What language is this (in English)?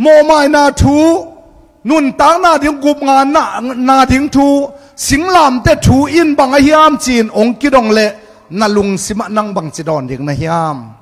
Tedim Chin